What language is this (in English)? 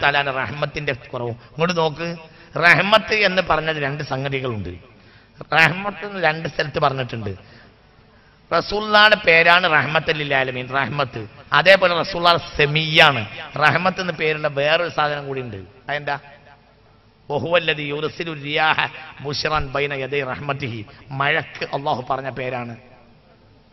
Malayalam